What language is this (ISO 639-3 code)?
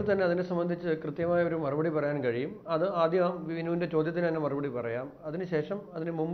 mal